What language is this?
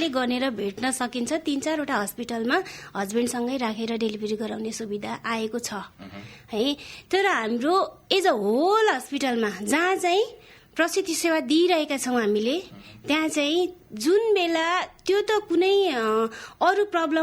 Nepali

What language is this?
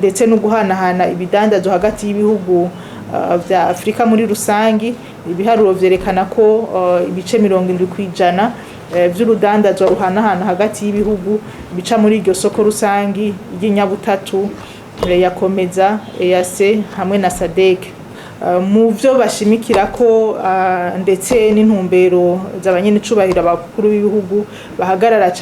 Rundi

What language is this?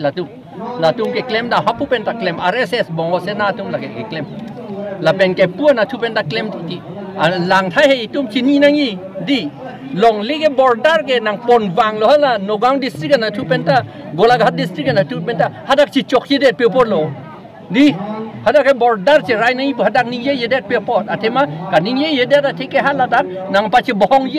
Karbi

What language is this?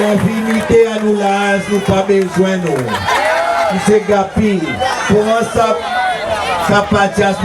Seselwa Creole French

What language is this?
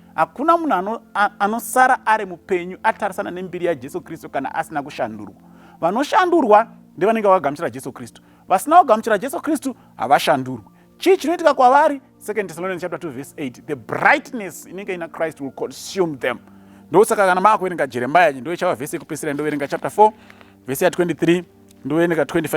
Shona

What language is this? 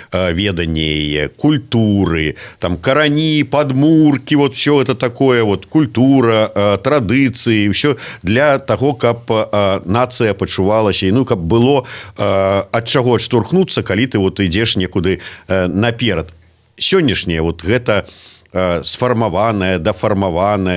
Belarusian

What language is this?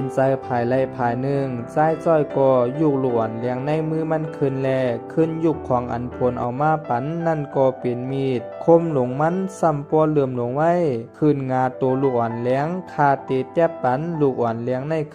Shan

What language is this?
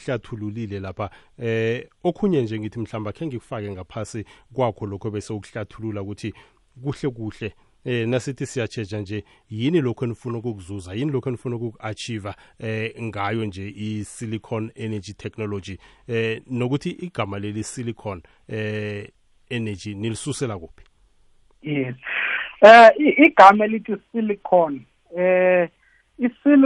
South Ndebele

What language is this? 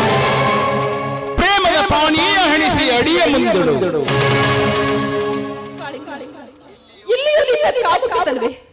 Kannada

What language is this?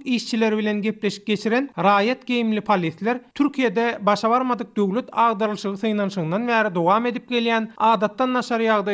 Turkmen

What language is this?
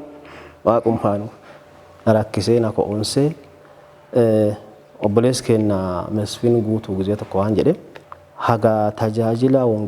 Oromo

